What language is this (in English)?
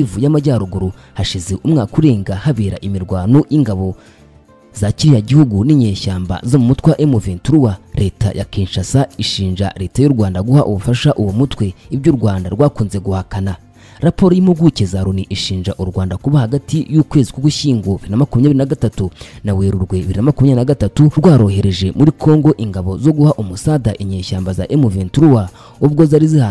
Kinyarwanda